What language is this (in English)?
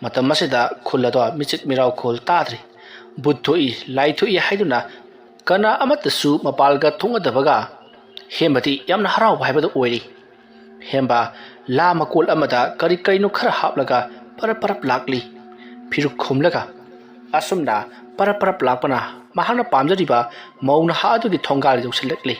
Manipuri